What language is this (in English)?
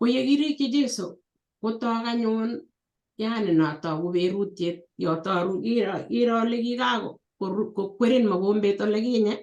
Kalenjin